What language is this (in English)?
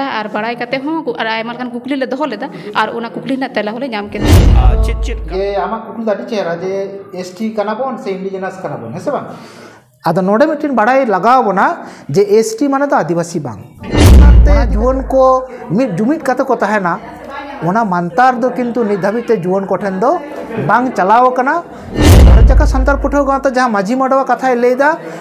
Santali